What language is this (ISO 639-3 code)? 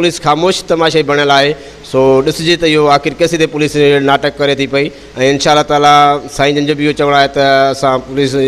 snd